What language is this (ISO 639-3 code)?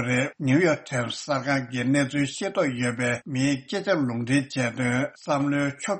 bod